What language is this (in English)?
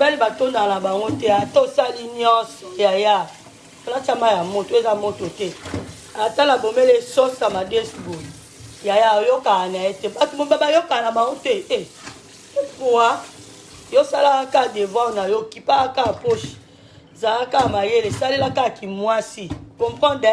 Lingala